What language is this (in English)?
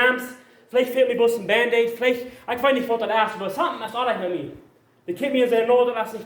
Plautdietsch